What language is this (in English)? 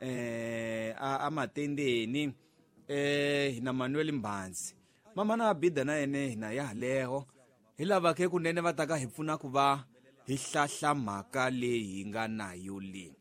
Tsonga